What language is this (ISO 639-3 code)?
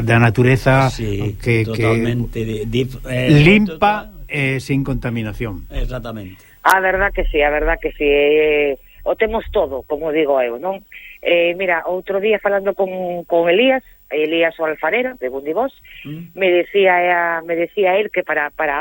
glg